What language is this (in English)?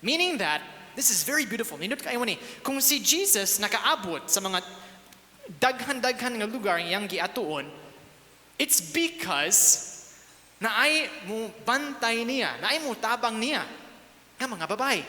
Cebuano